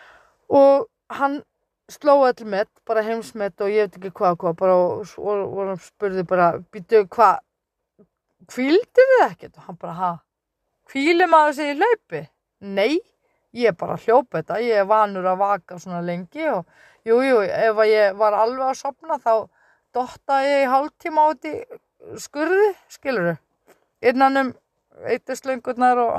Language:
Icelandic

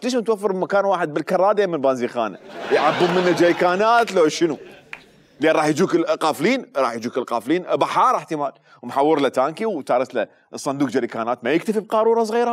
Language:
Mesopotamian Arabic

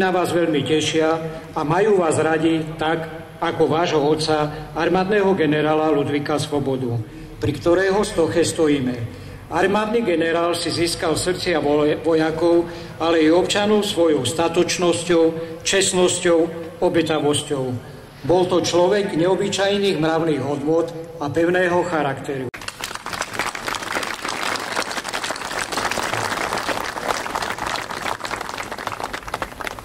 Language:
Slovak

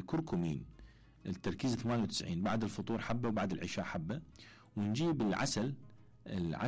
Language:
Mesopotamian Arabic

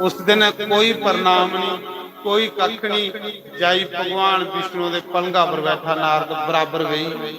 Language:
Dogri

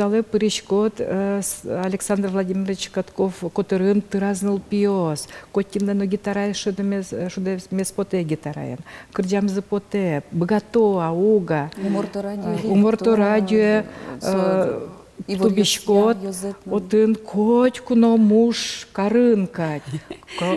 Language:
Udmurt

